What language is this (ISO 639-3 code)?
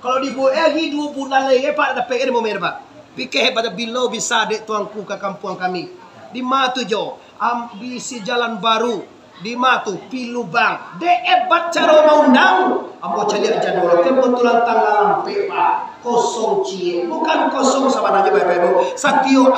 min